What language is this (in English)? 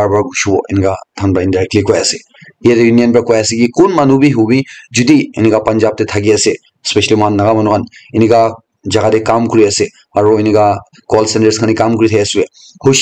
Naga Pidgin